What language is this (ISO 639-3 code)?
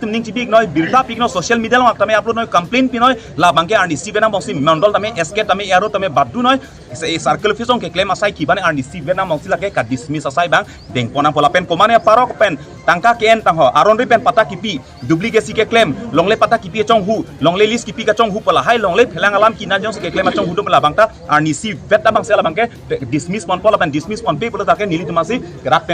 mjw